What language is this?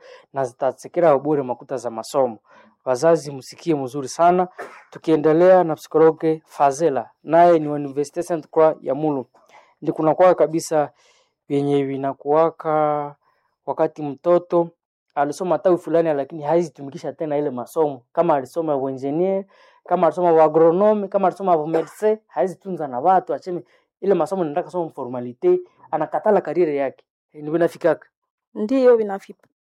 Swahili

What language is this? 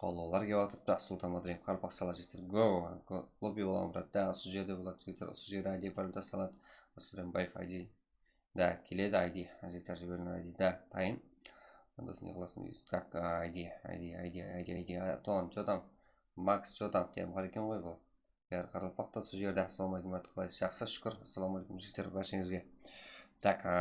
Kara-Kalpak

